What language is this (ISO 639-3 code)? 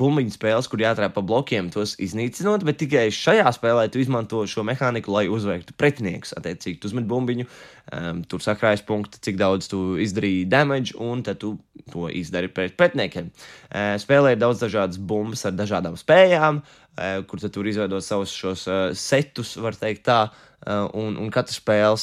lav